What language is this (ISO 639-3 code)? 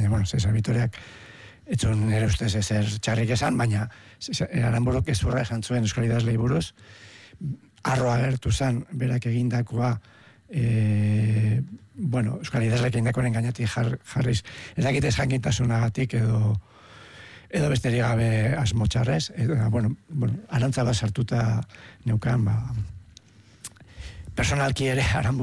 eus